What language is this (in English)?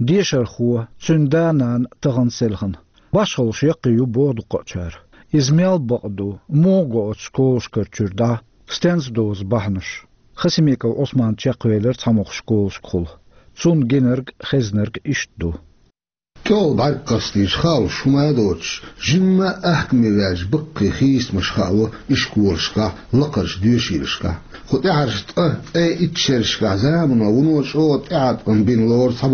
Chechen